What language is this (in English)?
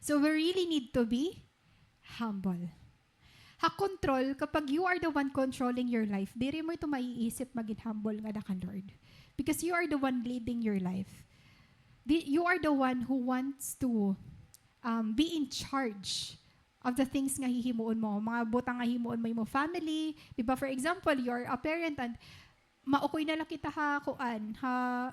Waray